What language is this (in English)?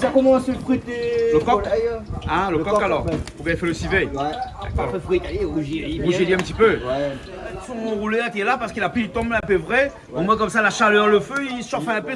Réunion Creole French